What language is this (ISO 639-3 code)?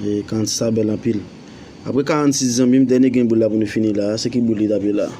hat